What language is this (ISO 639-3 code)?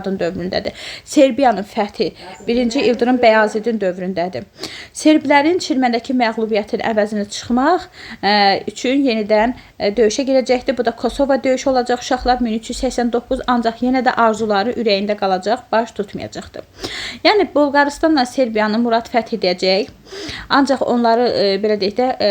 aze